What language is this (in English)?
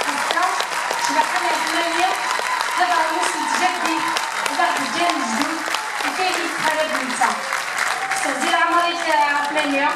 Kabyle